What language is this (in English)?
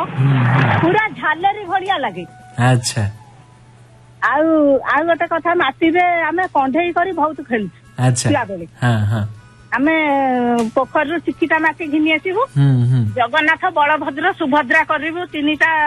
Odia